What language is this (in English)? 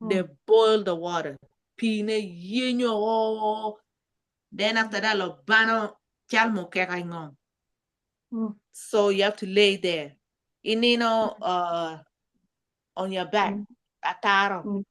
Acoli